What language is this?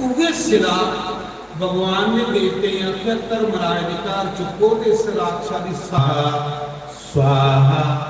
Dogri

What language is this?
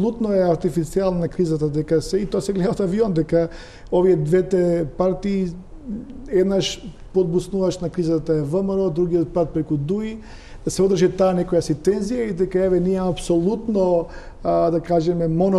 Macedonian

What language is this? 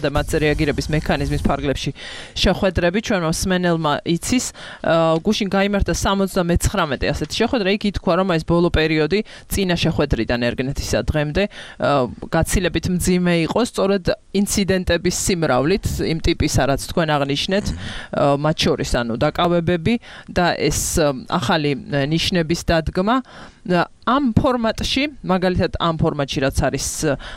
Georgian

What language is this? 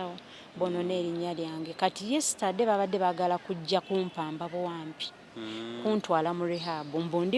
Ganda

